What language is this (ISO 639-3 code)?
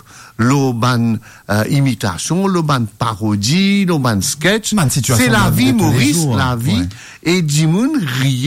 mfe